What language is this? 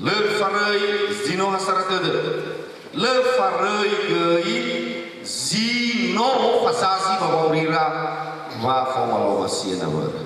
Nias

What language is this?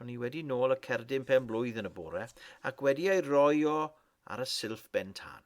Welsh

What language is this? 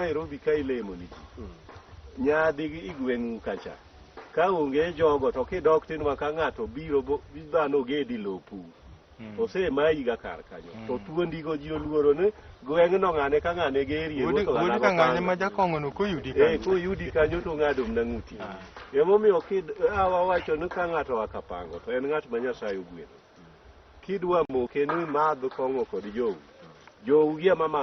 Luo (Kenya and Tanzania)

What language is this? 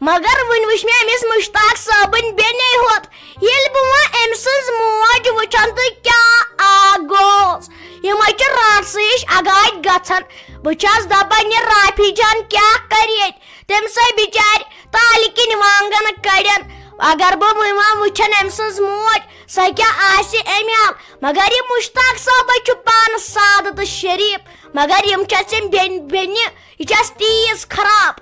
Kashmiri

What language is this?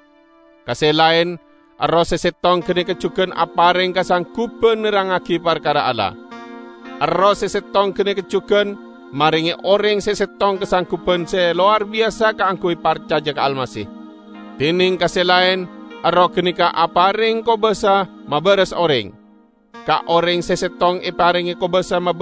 Madurese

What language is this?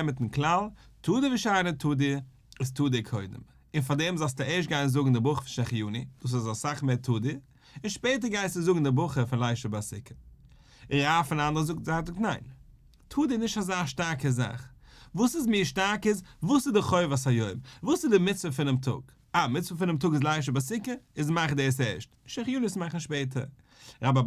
Yiddish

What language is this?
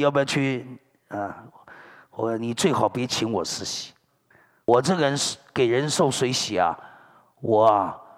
Chinese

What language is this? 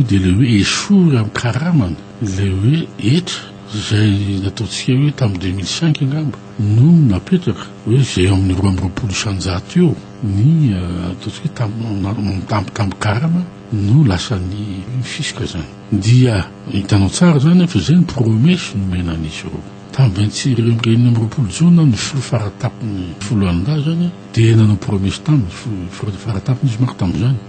Malagasy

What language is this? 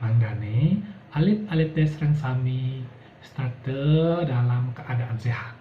Balinese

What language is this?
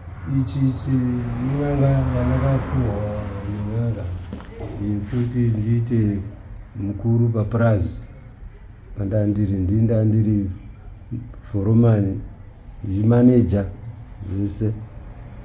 Shona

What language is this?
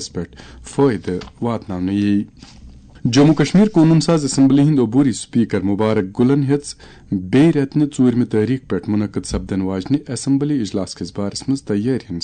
Kashmiri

